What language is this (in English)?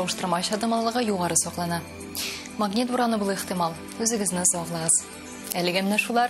Tatar